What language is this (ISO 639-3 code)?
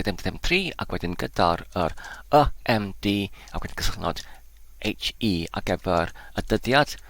cym